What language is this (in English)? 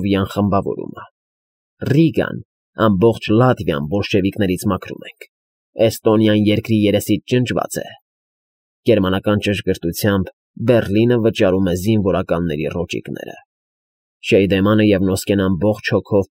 Armenian